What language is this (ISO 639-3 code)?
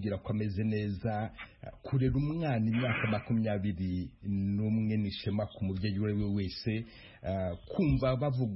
kin